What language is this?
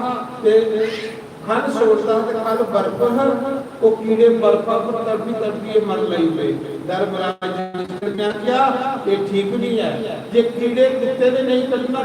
Dogri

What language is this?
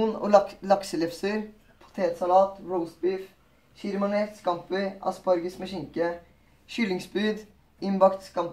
Norwegian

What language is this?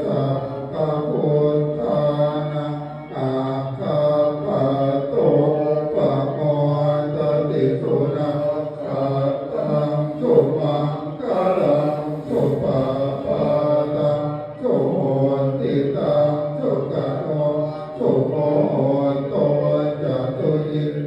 Pali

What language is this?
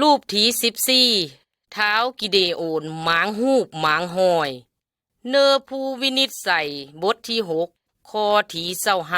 Lao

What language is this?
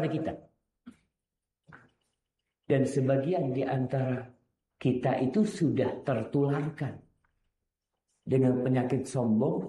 Indonesian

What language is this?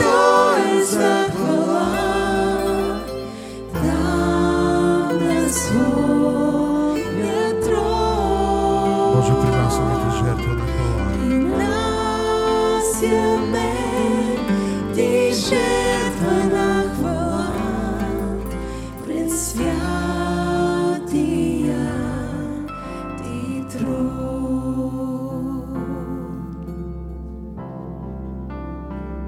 Bulgarian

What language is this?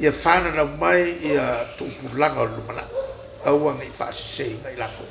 Samoan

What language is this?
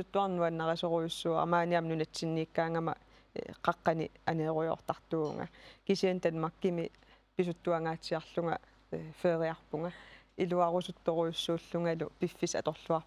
Kalaallisut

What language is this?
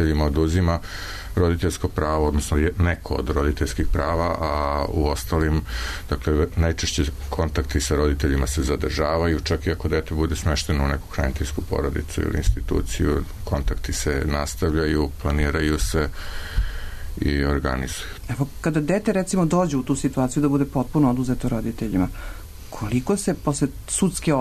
Serbian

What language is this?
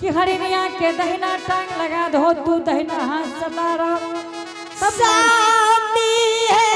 Angika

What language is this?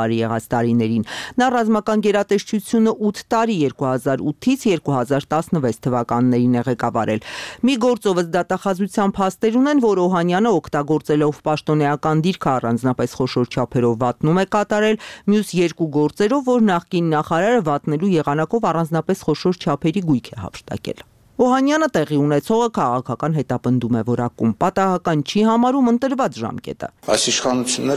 Armenian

